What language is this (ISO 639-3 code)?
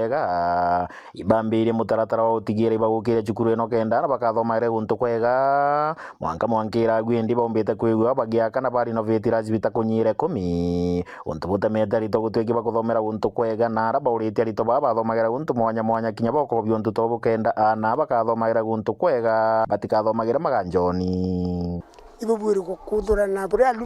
mer